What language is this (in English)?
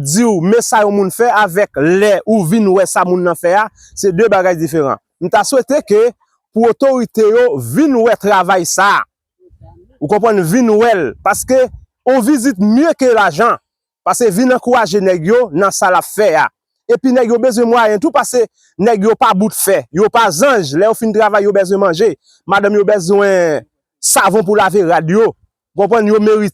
Haitian Creole